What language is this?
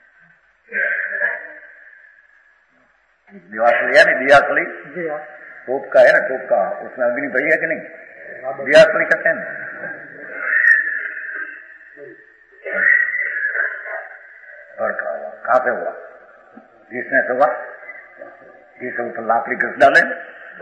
Hindi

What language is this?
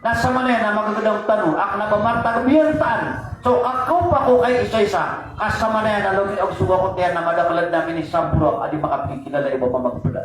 Maranao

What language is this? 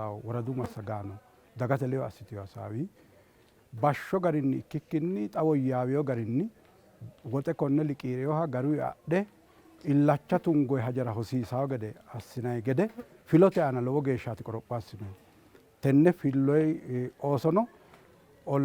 Sidamo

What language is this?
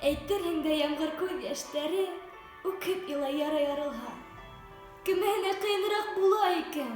Bashkir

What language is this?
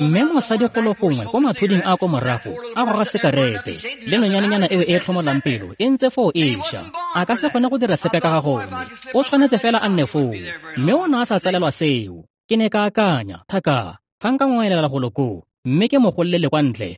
Tswana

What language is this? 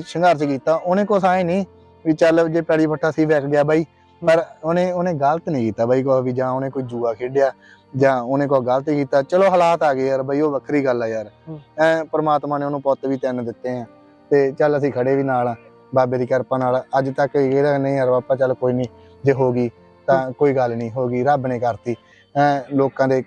Punjabi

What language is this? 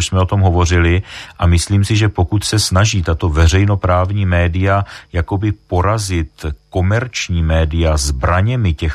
Czech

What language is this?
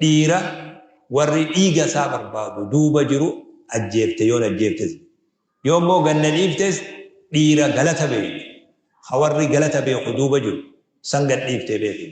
Oromo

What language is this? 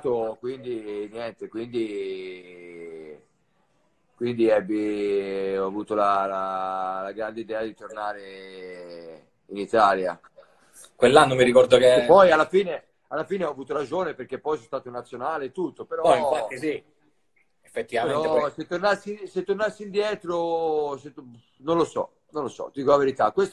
Italian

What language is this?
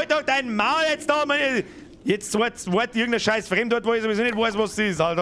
Bavarian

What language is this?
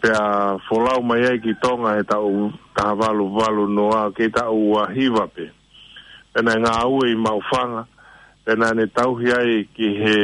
Tongan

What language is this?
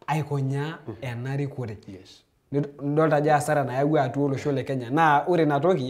Masai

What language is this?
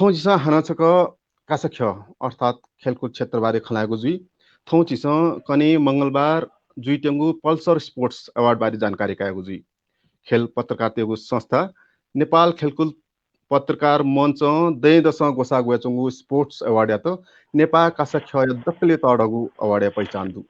Newari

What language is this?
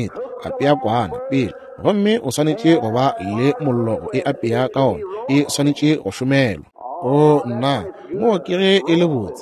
Northern Sotho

